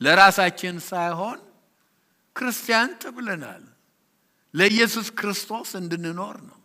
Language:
Amharic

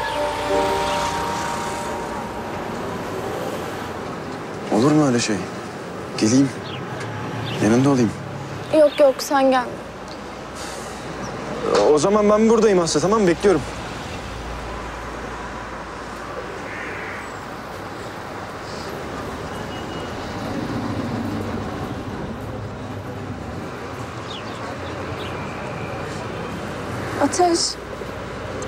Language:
Turkish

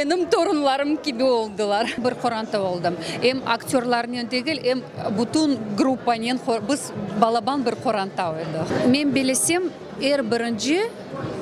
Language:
Crimean Tatar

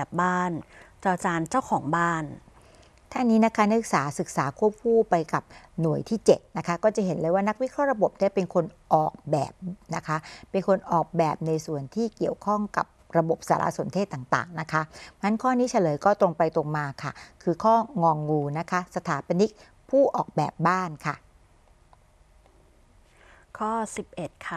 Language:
Thai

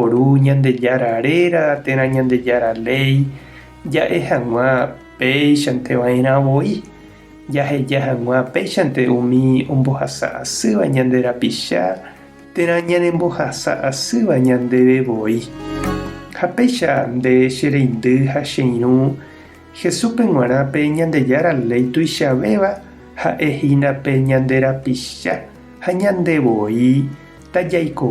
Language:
Guarani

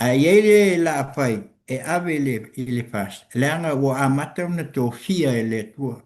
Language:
Samoan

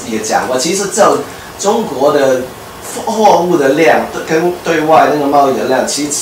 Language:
Chinese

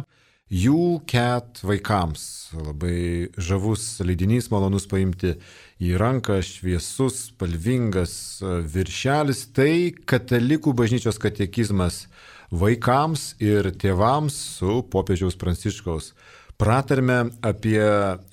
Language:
Lithuanian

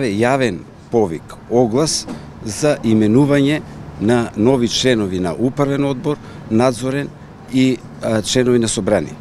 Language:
Macedonian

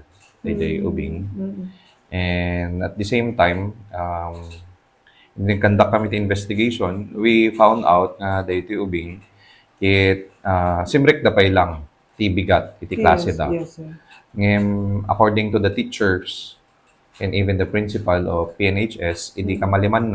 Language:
Iloko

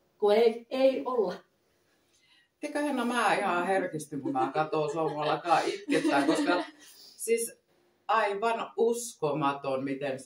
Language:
Finnish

